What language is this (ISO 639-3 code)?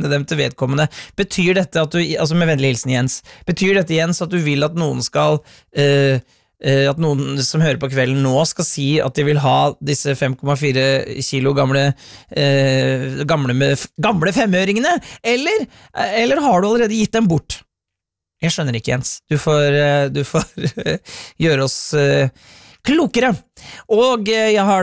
nor